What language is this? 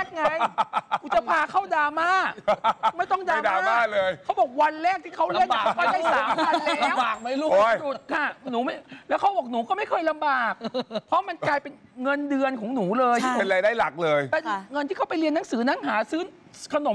Thai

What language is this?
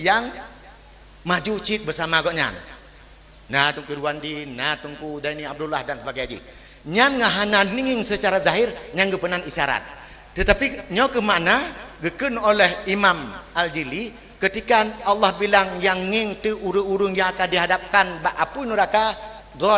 Achinese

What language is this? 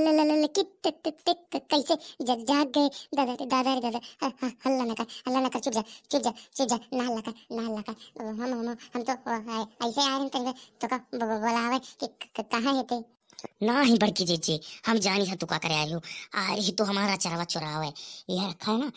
Awadhi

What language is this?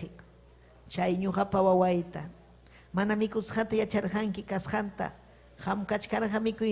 Ayacucho Quechua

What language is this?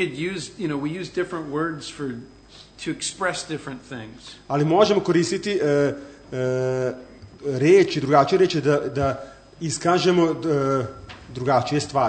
Serbian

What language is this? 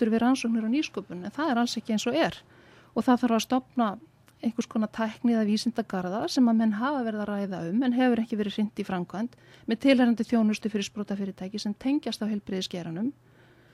Icelandic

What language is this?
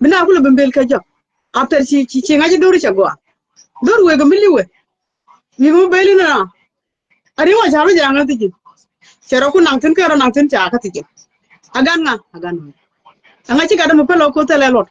Nuer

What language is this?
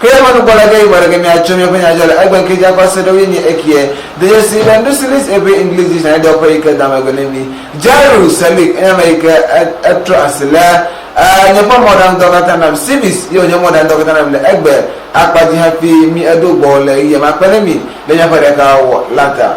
Ewe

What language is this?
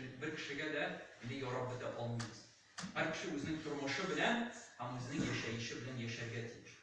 Tatar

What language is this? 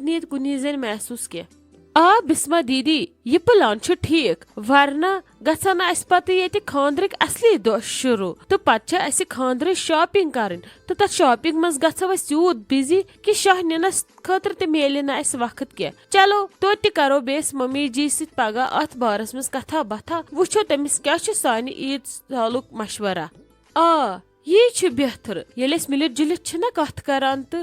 Kashmiri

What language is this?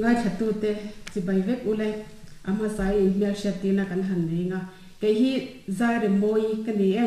Mizo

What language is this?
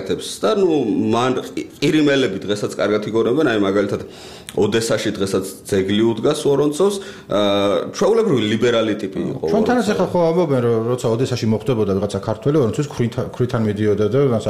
Georgian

